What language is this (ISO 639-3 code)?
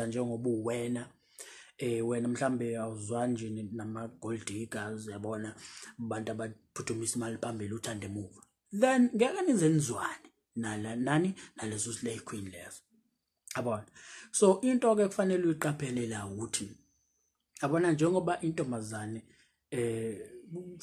zul